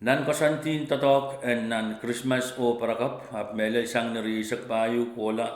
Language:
Pohnpeian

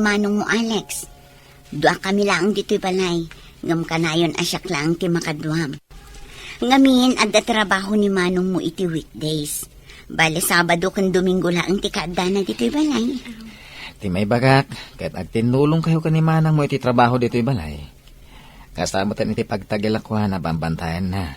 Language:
Iloko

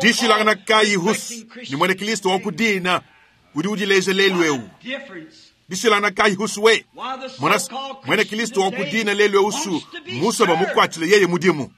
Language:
Luba-Lulua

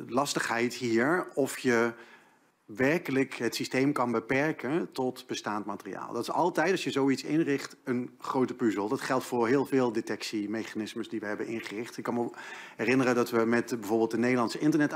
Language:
Dutch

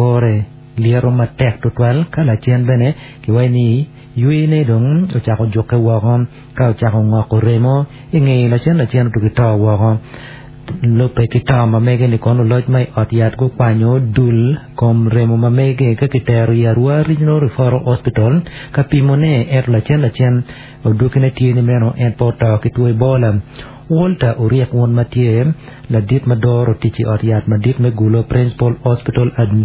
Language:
Acoli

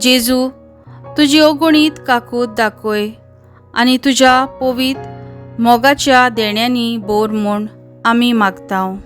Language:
Konkani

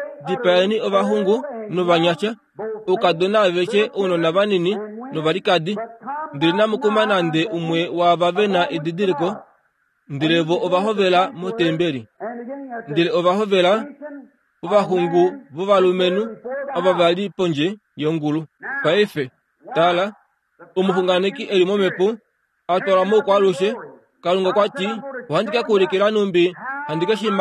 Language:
Kuanyama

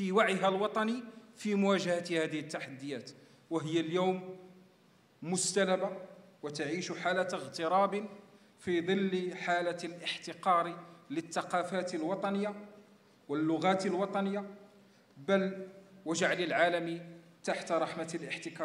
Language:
Arabic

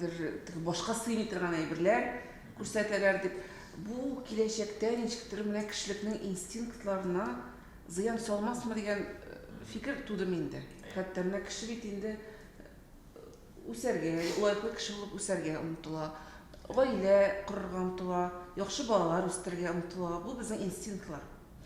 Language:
Tatar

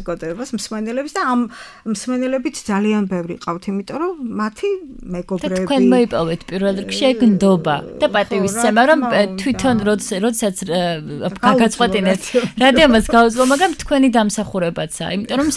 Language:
Georgian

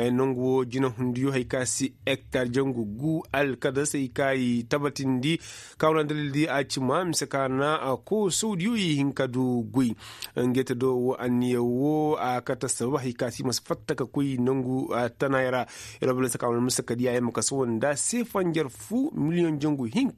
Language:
Koyraboro Senni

